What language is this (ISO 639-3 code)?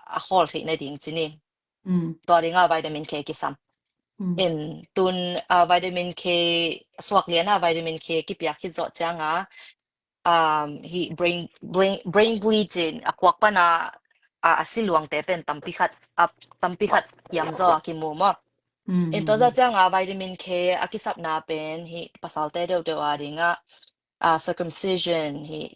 ctd